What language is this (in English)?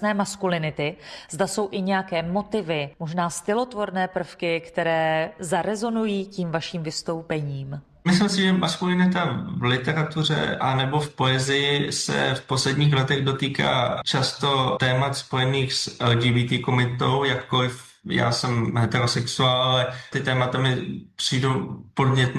Czech